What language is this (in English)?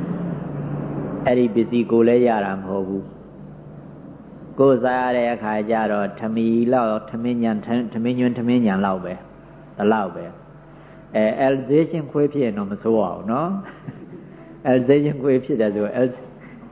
Burmese